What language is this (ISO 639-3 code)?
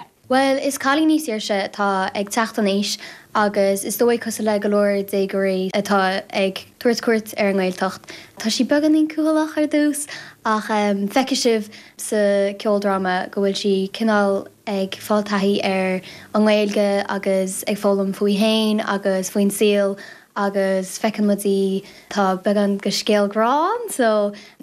gle